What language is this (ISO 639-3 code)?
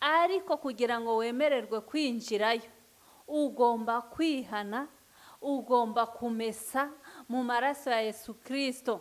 kin